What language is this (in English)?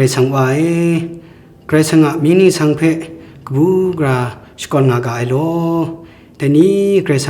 Kachin